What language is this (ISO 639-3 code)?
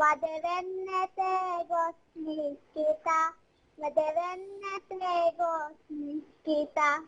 div